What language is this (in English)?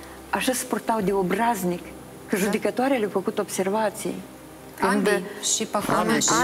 Romanian